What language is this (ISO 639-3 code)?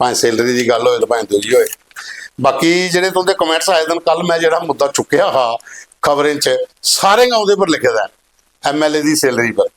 doi